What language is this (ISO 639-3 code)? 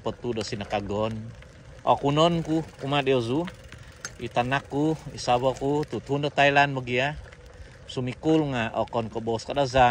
dtp